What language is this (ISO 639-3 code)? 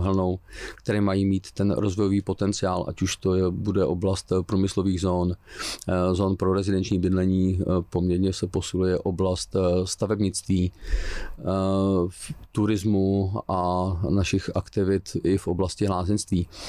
ces